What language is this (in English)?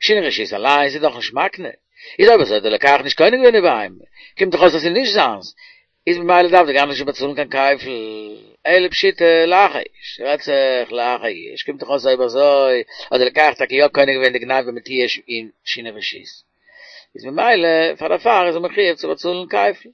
Yiddish